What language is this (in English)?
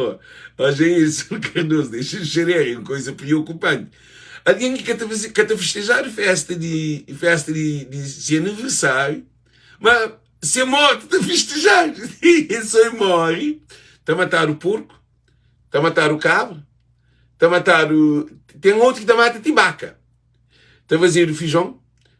Kabuverdianu